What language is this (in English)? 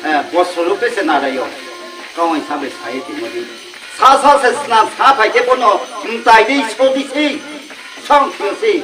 Riang (India)